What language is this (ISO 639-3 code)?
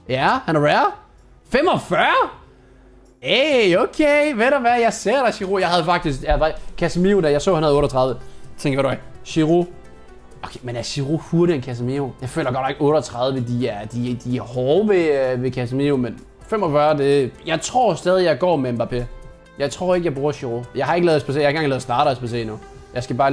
dan